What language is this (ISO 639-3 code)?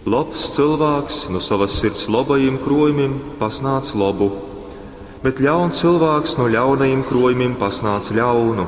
ltg